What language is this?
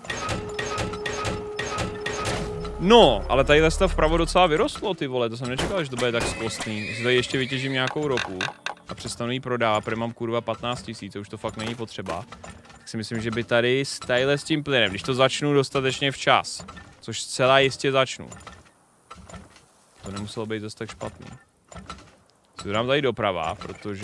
Czech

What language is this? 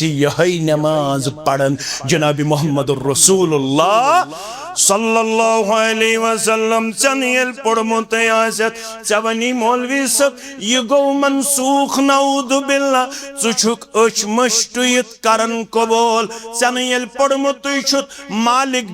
Kashmiri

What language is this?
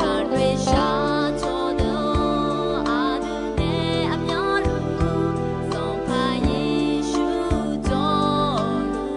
Akha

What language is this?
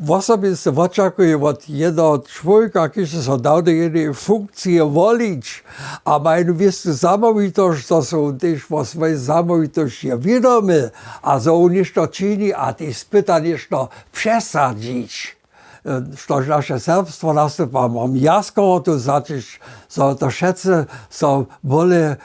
Upper Sorbian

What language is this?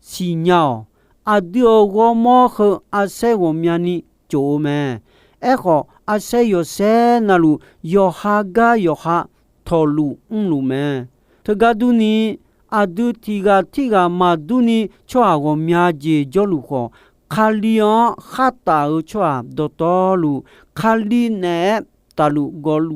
Akha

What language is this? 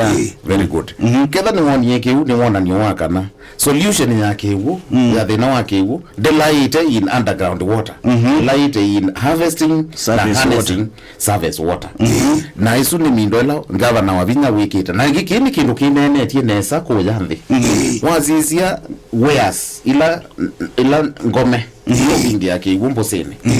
Kamba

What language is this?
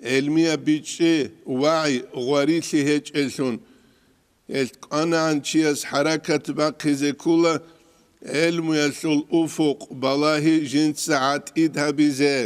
Avaric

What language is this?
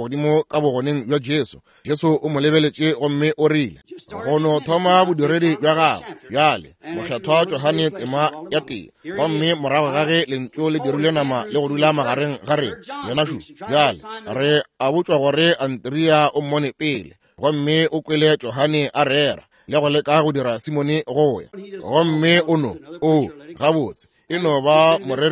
Northern Sotho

